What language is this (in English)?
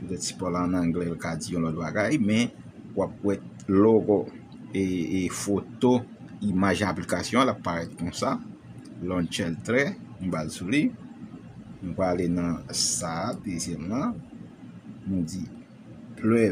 Haitian Creole